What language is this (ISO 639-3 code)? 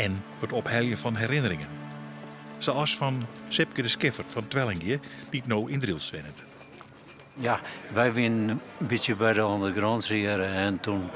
fry